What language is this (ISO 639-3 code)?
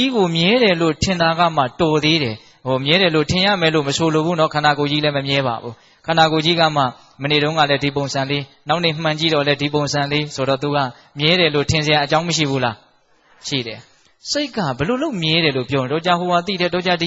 mya